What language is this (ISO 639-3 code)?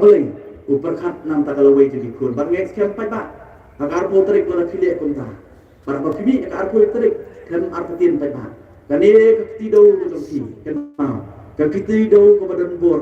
kha